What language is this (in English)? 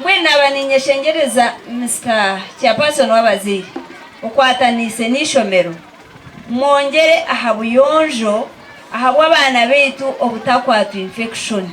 Nyankole